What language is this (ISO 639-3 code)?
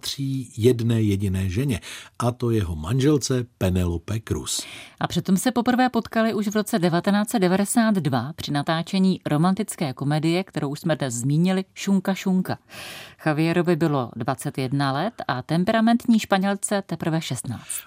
ces